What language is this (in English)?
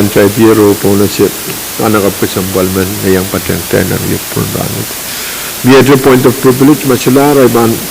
Pohnpeian